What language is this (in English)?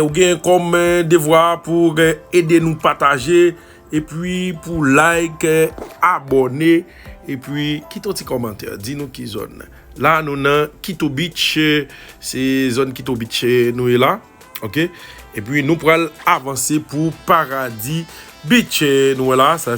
Haitian Creole